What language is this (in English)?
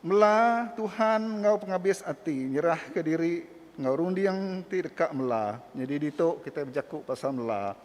Iban